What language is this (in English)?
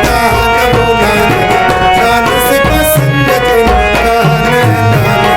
Brahui